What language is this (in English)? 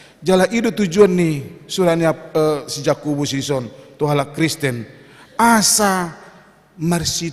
Batak Toba